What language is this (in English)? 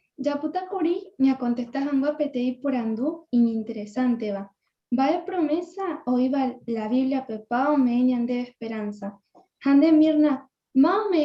Guarani